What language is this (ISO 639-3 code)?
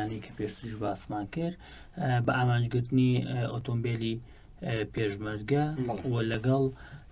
ckb